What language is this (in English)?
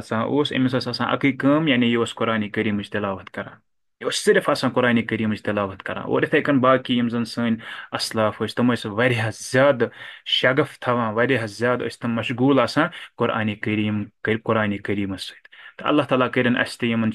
Kashmiri